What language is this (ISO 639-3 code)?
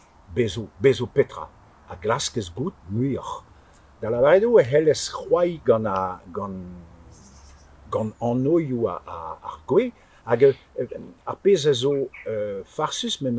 bre